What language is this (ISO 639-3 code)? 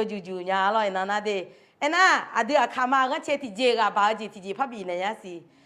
ahk